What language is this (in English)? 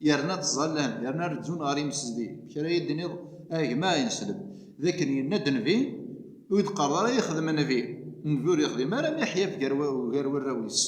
Kabyle